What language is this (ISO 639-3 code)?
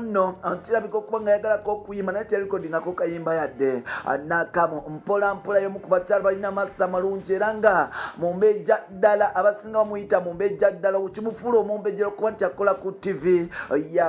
lug